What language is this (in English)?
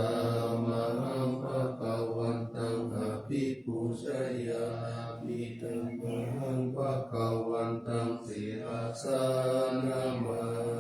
Pali